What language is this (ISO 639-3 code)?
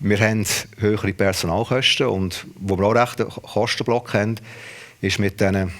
gsw